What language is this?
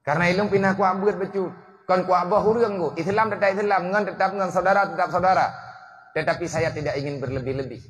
Achinese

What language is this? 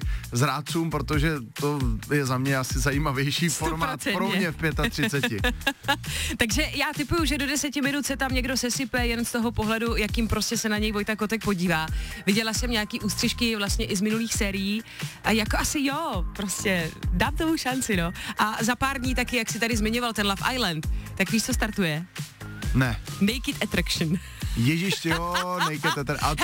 Czech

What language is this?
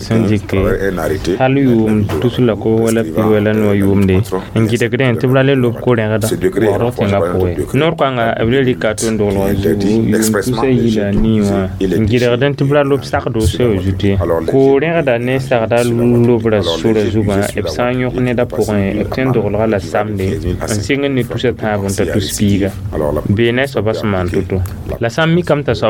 Mossi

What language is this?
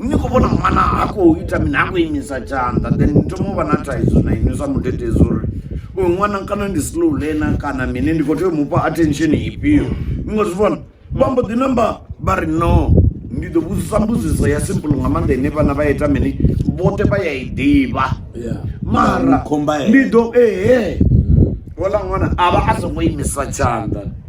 Venda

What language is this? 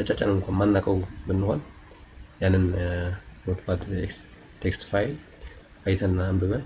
Amharic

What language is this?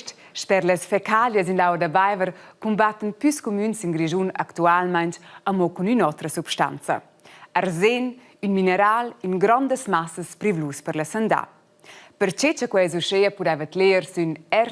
Romansh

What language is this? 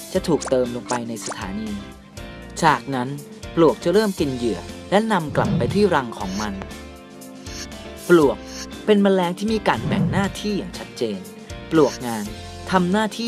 Lao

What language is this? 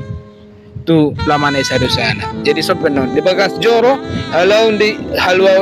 Batak Toba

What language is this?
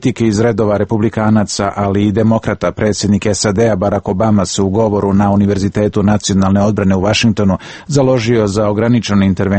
Serbian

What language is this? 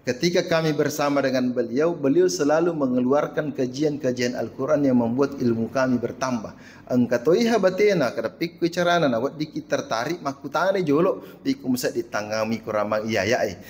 Buginese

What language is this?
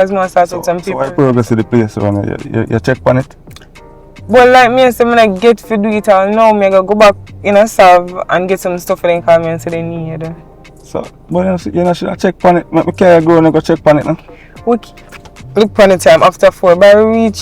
Jamaican Creole English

